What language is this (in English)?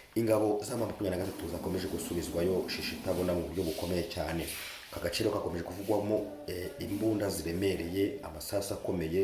Kinyarwanda